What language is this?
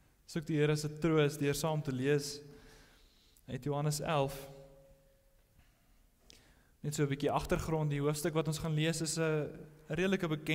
Afrikaans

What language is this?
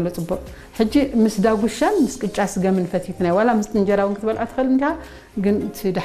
Tigrinya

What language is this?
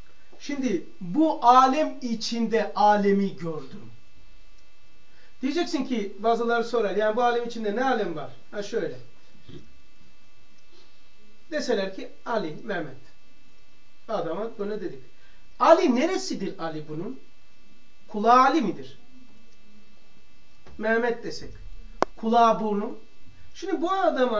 Turkish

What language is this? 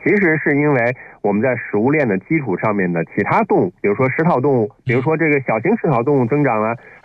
Chinese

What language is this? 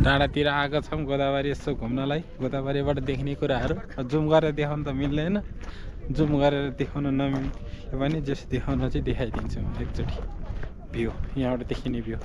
Nepali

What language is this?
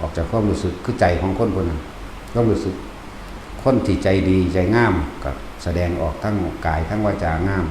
Lao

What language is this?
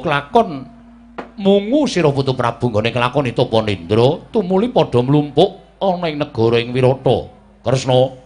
Javanese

